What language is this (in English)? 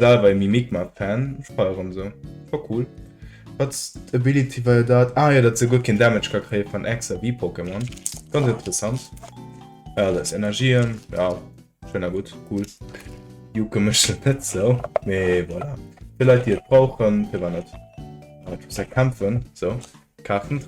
Luxembourgish